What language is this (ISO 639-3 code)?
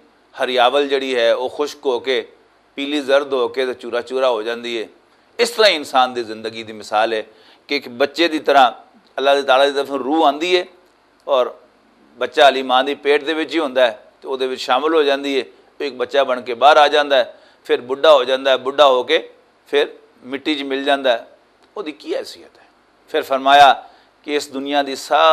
lah